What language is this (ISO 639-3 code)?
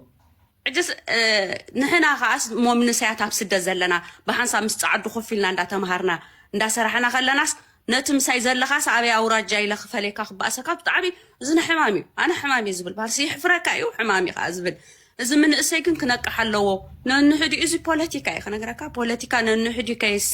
tir